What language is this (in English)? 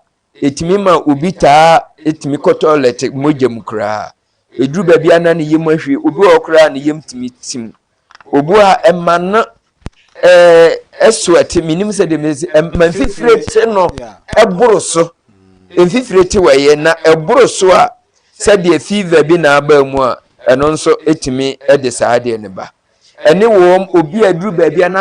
Akan